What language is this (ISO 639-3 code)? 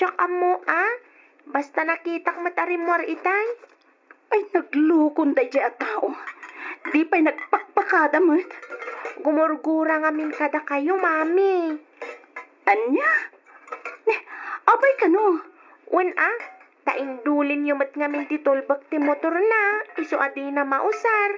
ilo